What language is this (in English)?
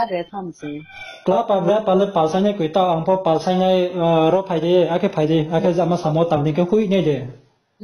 Riang (India)